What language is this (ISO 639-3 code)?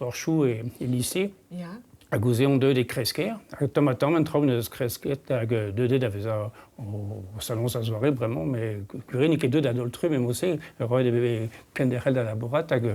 bre